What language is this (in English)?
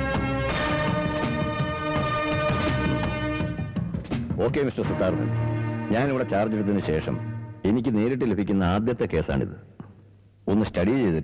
Malayalam